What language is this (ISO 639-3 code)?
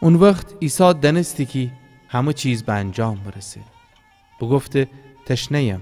glk